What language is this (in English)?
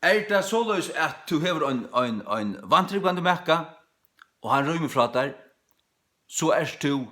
Faroese